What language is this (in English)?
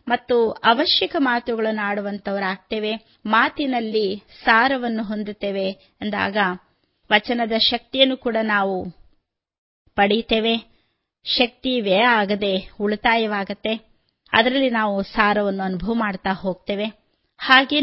Kannada